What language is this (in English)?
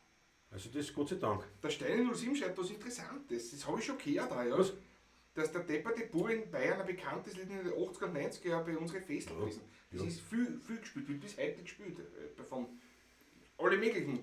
Bavarian